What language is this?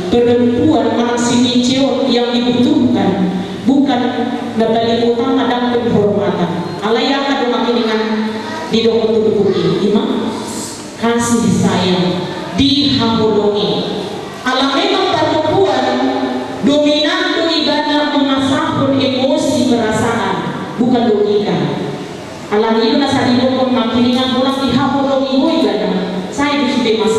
Batak Toba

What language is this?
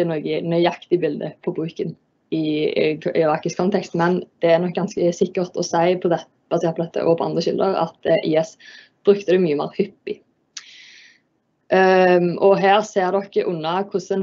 Norwegian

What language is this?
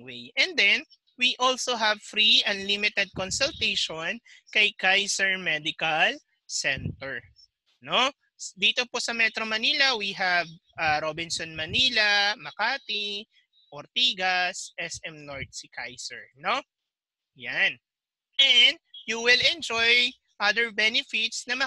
Filipino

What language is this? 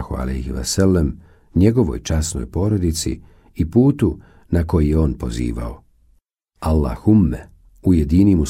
Bosnian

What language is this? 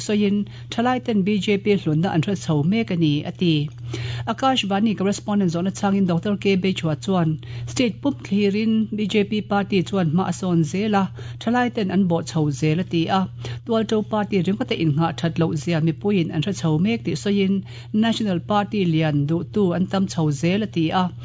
Mizo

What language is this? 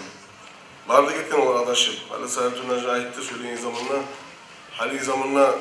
Kumyk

